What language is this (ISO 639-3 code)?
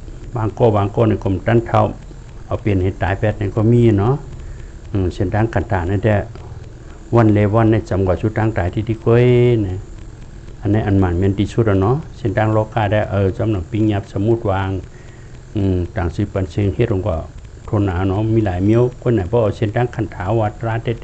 shn